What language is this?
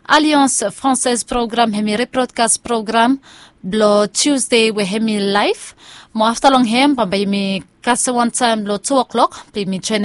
Bislama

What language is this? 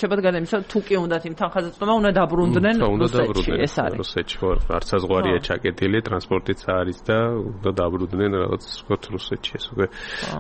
Georgian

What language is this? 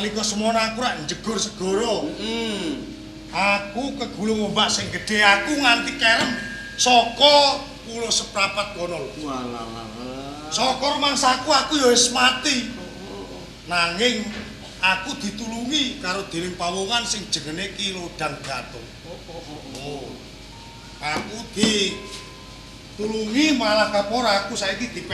Javanese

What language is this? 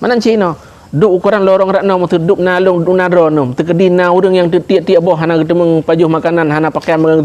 Achinese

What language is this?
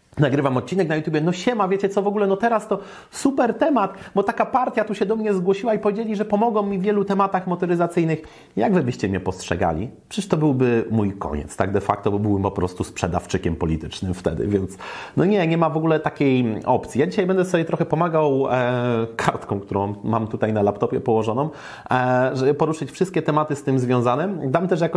Polish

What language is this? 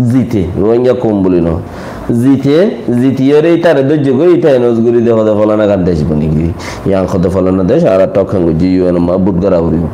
Rohingya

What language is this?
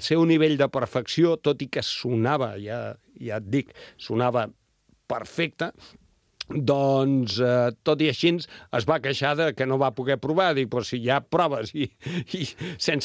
Catalan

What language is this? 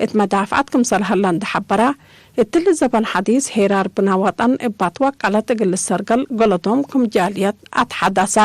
Tigre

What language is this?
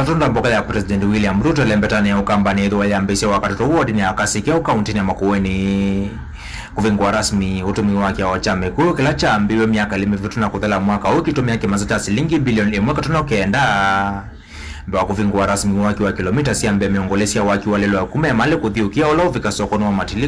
Kamba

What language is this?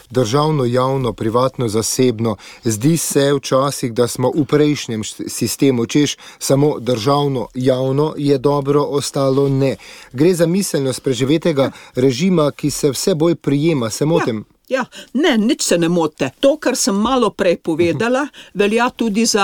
Slovenian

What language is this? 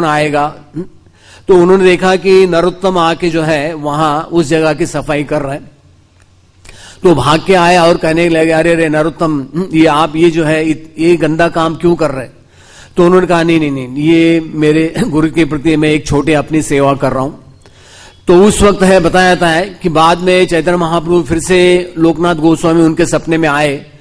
Hindi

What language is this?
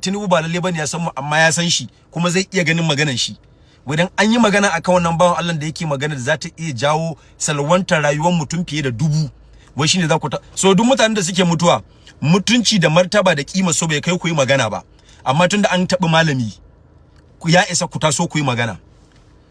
Hausa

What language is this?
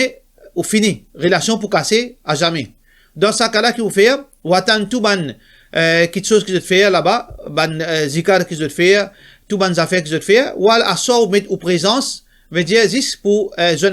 Morisyen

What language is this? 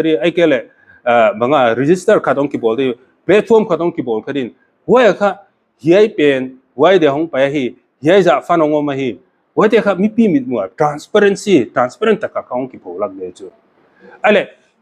Paite Chin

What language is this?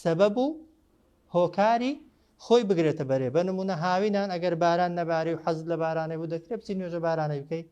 Central Kurdish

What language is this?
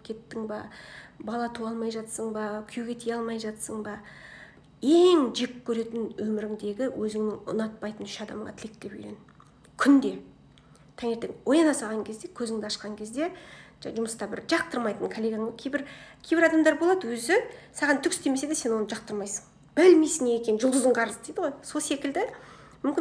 Kazakh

